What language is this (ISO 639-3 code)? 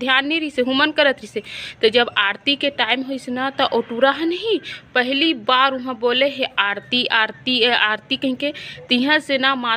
hne